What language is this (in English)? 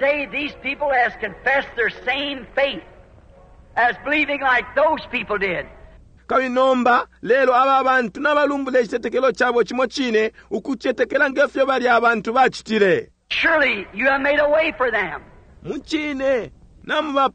Bemba